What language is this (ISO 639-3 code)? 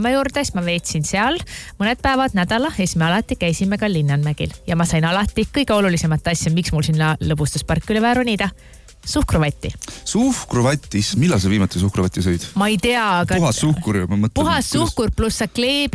est